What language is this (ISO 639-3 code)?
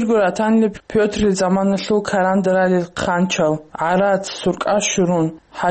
ava